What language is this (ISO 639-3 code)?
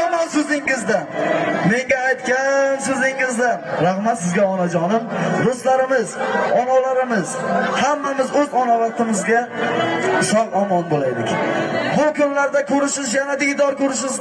uzb